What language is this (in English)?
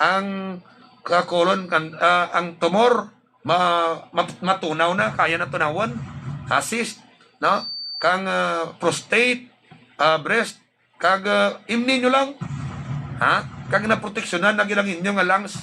Hiligaynon